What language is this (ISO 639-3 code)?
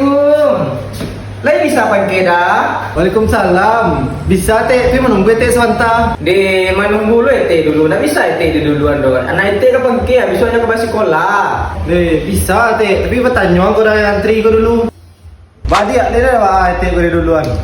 min